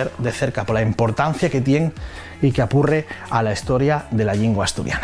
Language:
Asturian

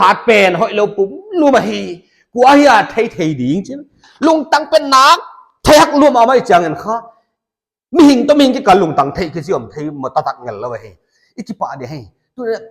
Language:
Paite Chin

